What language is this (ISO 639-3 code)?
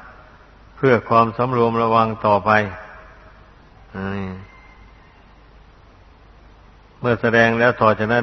tha